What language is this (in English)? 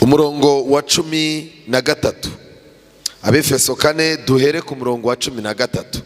Kinyarwanda